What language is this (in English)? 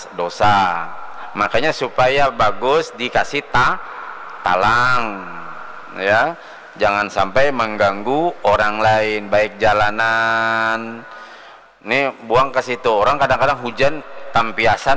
Banjar